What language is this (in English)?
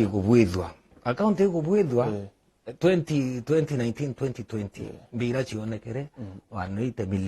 Meru